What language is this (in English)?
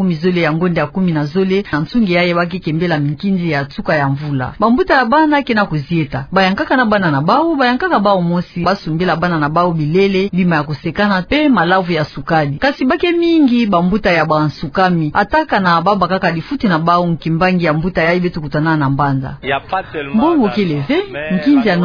Kituba (Democratic Republic of Congo)